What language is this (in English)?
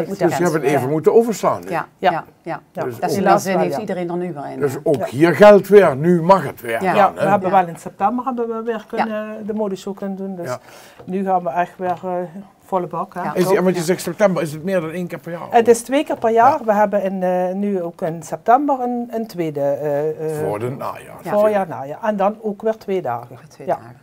Limburgish